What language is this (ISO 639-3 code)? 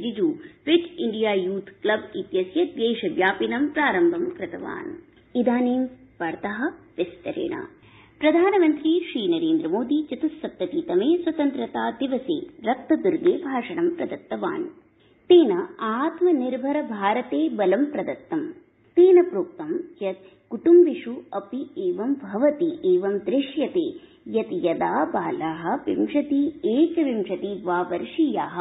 san